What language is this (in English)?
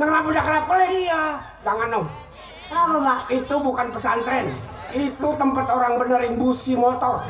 Betawi